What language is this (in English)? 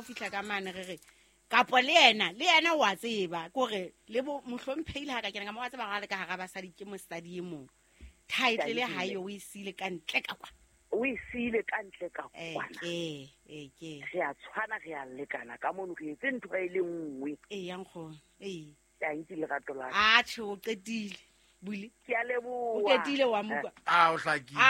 Southern Sotho